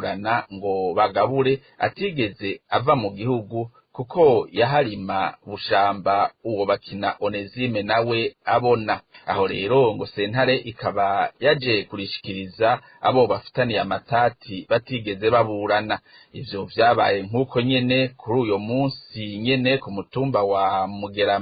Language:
Rundi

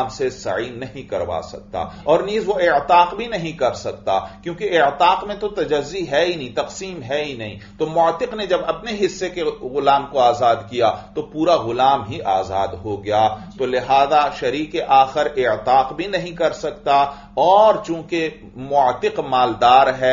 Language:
Urdu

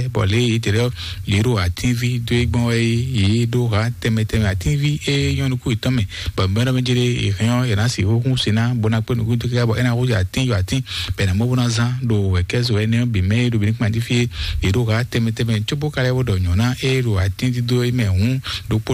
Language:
Fon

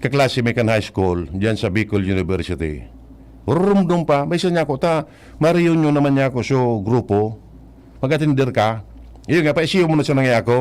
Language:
Bikol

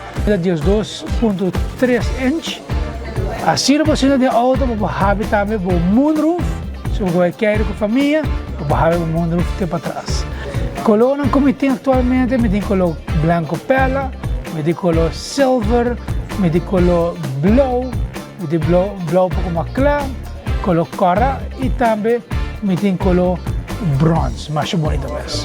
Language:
Papiamento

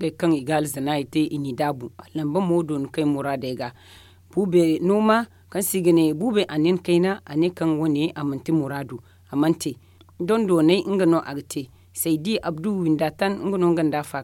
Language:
Zarma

